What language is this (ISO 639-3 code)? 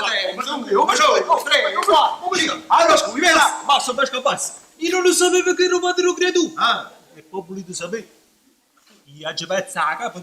nap